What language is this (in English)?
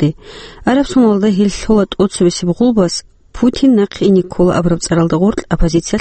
Avaric